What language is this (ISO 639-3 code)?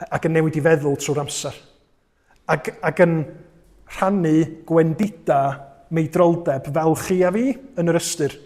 cym